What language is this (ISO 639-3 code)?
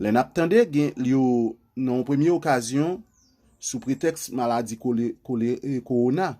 hat